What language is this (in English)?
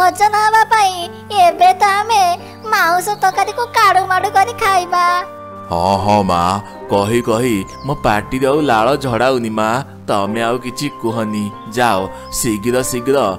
Odia